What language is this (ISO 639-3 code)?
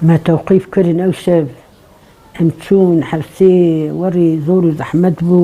kur